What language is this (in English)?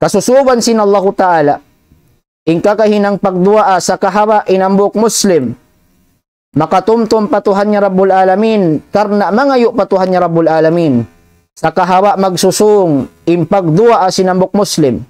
Tausug